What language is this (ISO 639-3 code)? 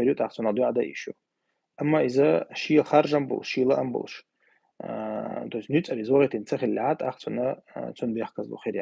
che